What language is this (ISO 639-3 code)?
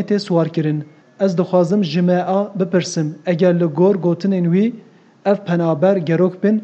kur